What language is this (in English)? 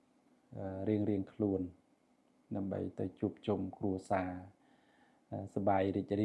Khmer